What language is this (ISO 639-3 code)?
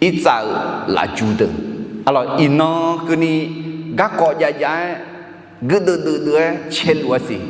ahk